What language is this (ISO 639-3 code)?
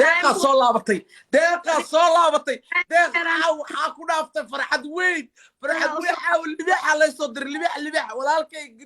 som